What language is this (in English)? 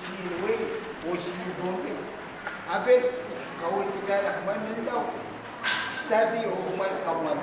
Pohnpeian